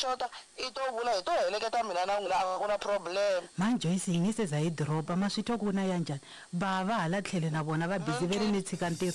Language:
Tsonga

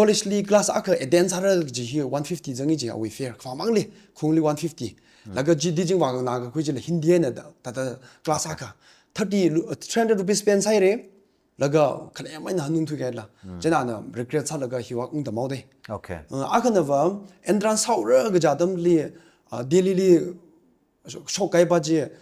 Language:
Tangkhul Naga (India)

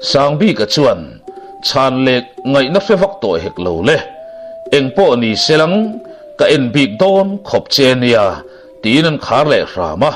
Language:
Mizo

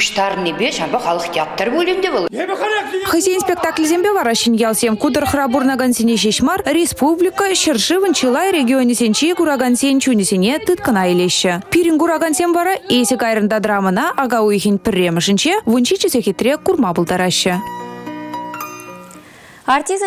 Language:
Chuvash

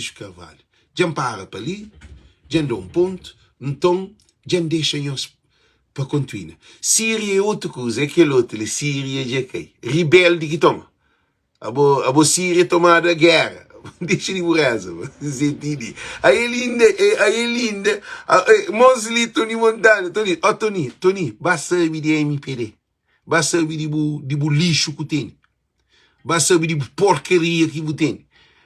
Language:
Kabuverdianu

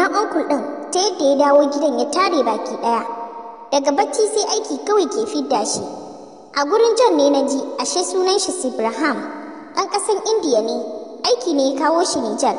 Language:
Hausa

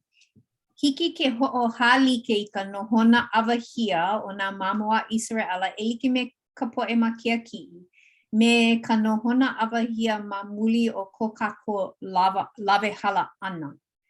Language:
Hawaiian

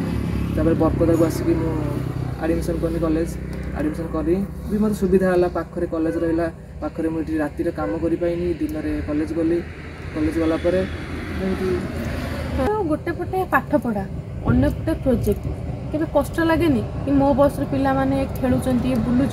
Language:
Odia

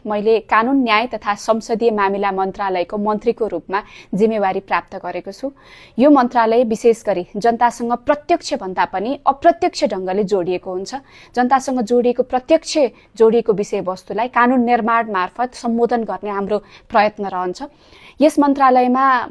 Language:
Nepali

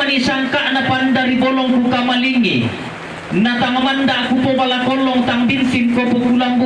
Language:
Toraja-Sa'dan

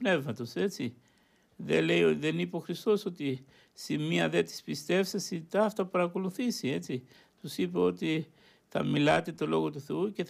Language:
Greek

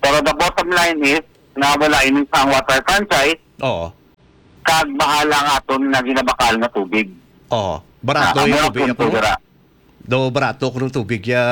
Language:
Hiligaynon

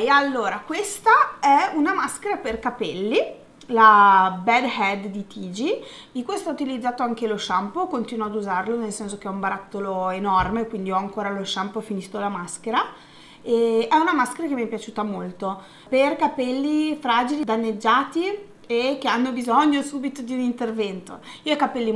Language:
Italian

